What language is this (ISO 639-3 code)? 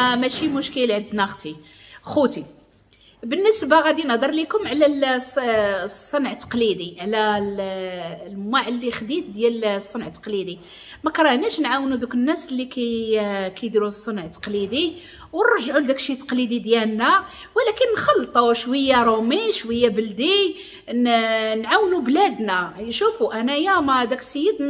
ary